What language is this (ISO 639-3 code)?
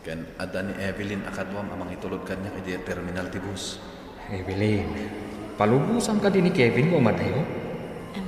ilo